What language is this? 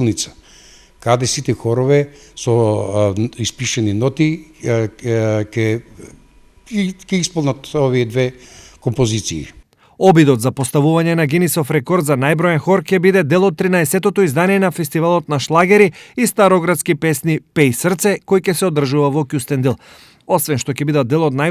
Macedonian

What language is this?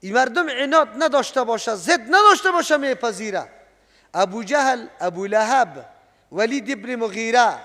Persian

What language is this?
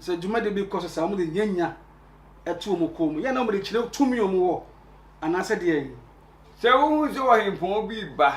Akan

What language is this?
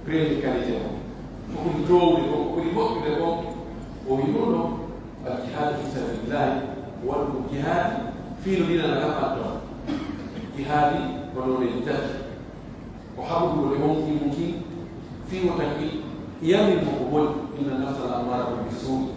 Pular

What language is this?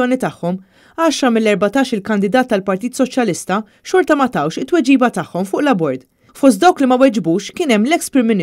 Maltese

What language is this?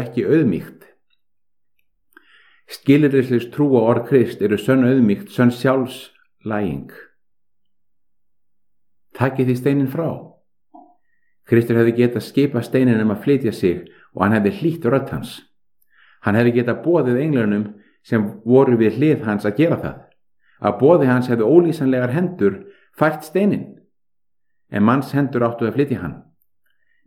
Icelandic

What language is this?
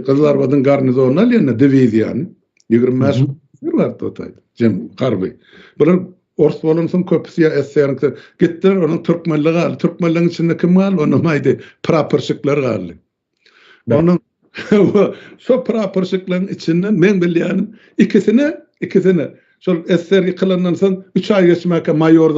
Turkmen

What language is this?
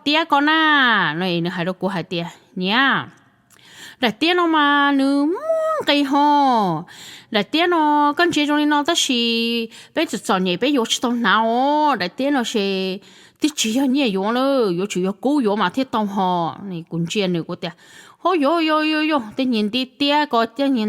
Hmong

